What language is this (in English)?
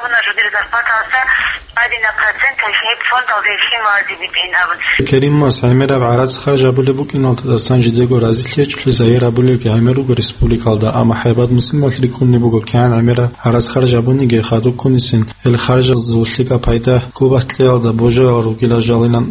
Avaric